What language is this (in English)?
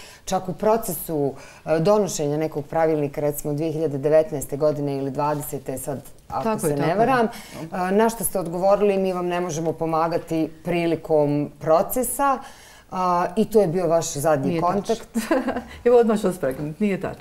Bosnian